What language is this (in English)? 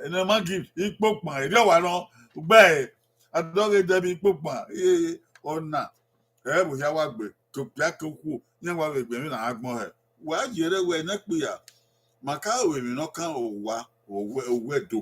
Bini